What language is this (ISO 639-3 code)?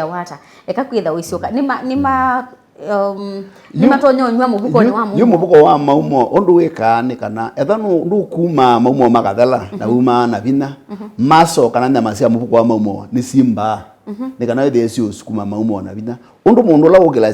kam